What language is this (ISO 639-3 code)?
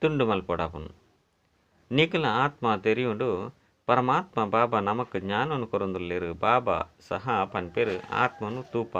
tcy